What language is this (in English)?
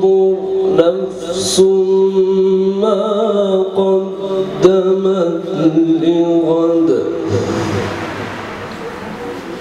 Arabic